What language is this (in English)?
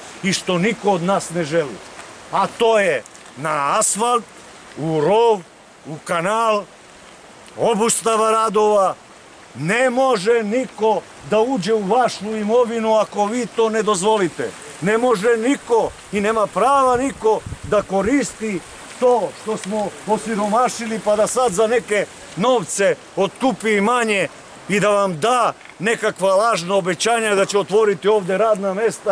Serbian